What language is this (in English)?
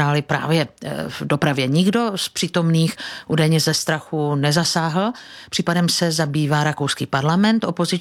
Czech